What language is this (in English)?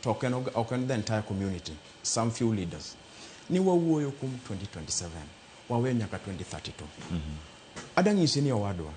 Luo (Kenya and Tanzania)